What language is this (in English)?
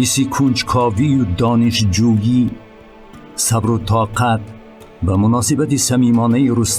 Tajik